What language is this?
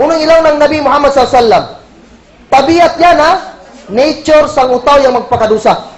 Kagan Kalagan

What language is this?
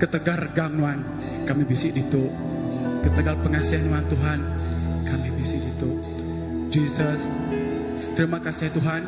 Iban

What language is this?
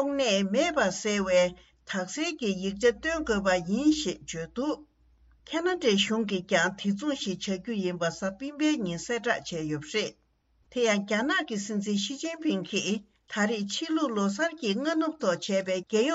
Tibetan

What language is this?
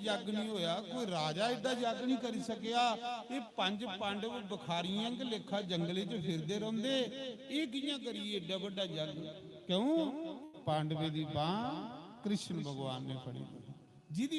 Dogri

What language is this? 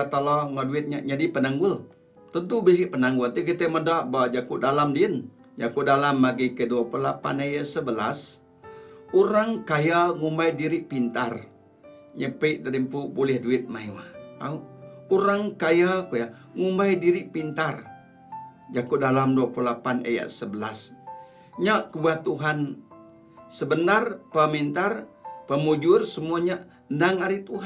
Iban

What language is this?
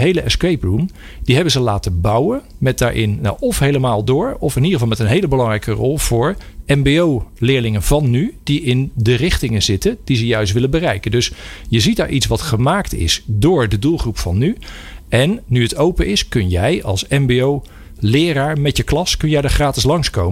Dutch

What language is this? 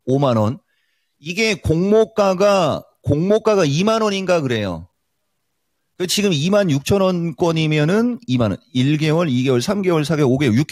Korean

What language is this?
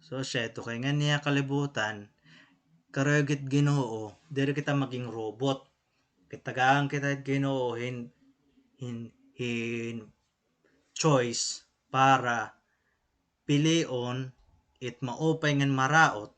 Waray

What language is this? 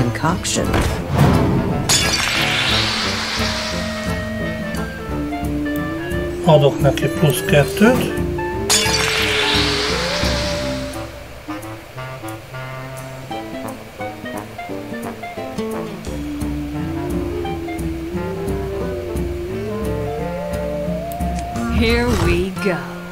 Hungarian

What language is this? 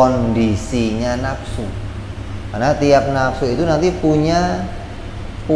Indonesian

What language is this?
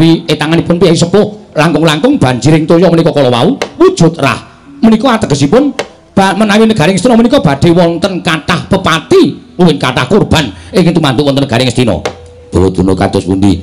Javanese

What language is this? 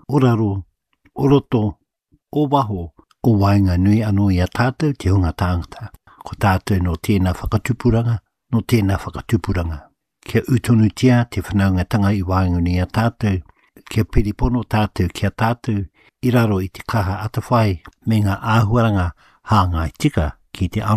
Māori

